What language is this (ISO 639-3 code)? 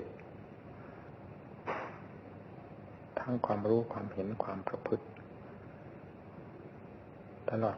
tha